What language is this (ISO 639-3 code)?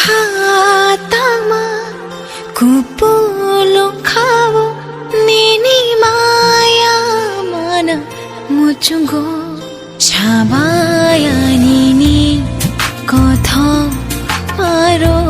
trp